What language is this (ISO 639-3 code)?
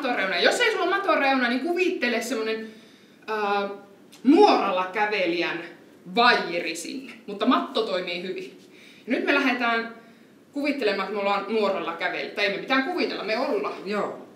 fin